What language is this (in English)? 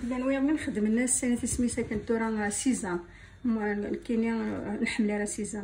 Kabyle